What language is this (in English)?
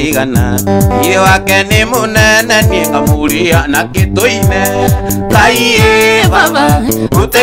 Kikuyu